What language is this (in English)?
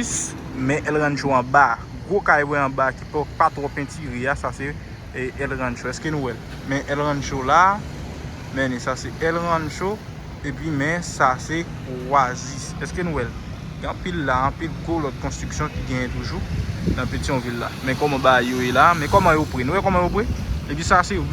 Haitian Creole